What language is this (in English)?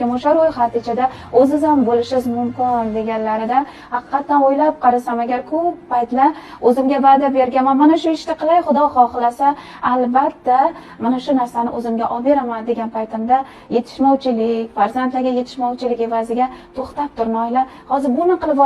Uzbek